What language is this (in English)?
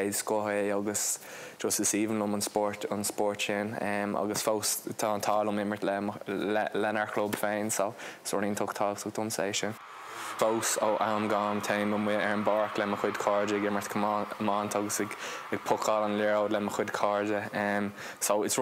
Irish